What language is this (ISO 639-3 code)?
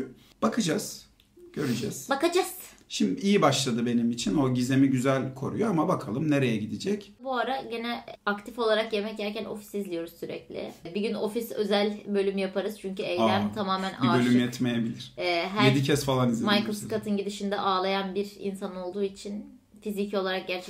tur